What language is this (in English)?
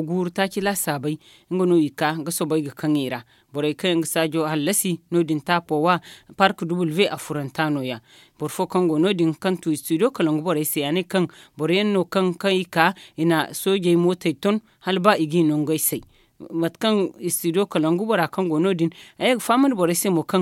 Zarma